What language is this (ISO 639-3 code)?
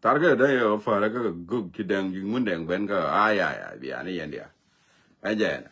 nus